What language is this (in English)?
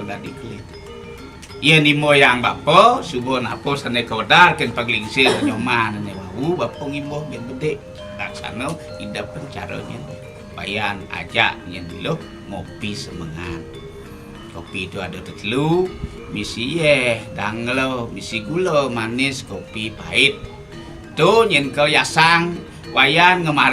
Balinese